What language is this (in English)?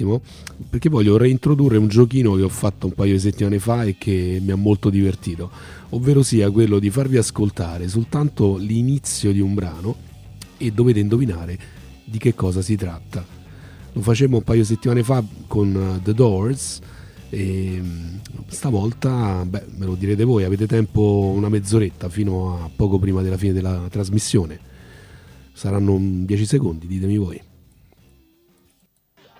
Italian